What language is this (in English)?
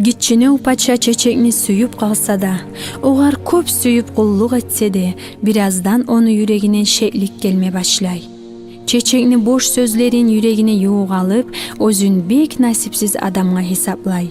Kumyk